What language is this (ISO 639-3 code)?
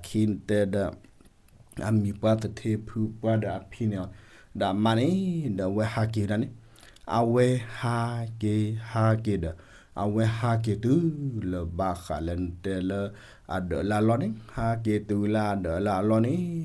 ksw